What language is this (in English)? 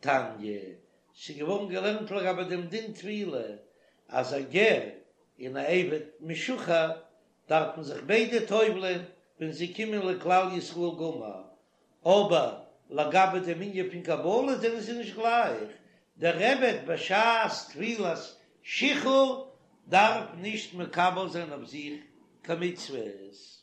Yiddish